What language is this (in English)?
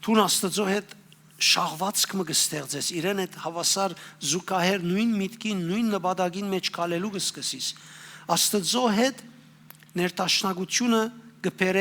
Western Armenian